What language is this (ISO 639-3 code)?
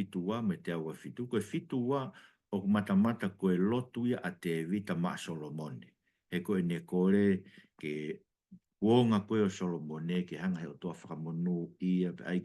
ton